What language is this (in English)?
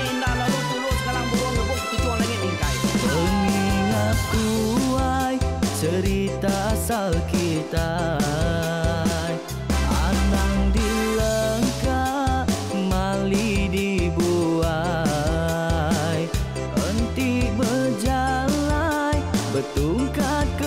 Iban